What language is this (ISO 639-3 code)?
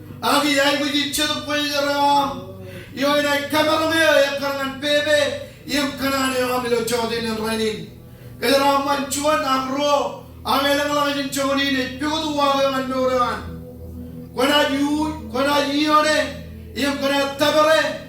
mah